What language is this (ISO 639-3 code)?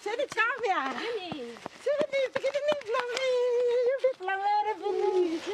tpi